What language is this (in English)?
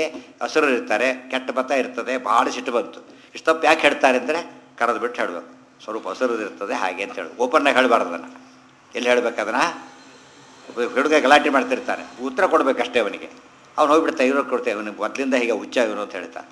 Kannada